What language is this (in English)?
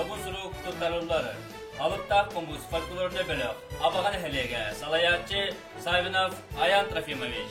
Yakut